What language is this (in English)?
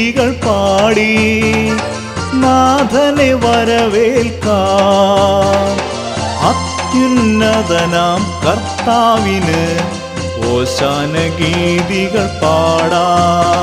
Malayalam